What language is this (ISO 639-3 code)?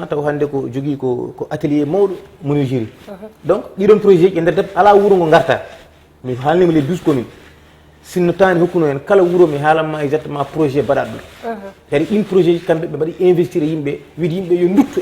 ful